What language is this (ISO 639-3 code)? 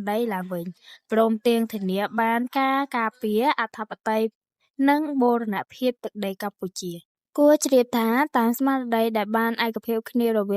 khm